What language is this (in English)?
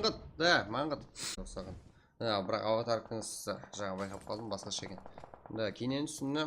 Kara-Kalpak